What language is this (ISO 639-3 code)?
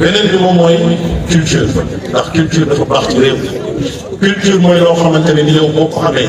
wol